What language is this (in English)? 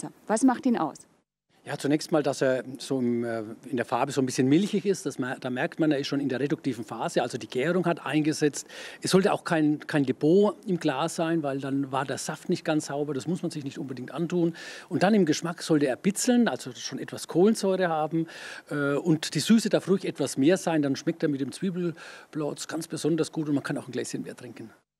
German